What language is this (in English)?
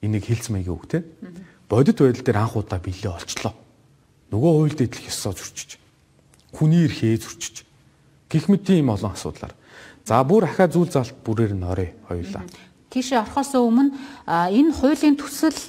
Mongolian